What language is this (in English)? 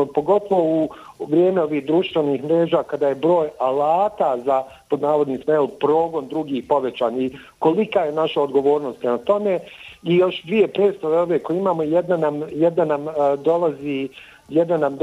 Bosnian